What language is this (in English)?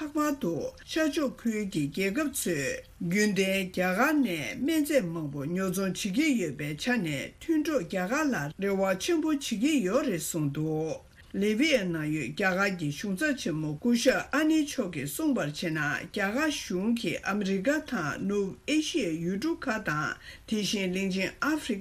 Tibetan